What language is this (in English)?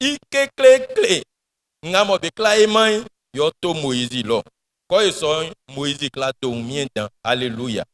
Baoulé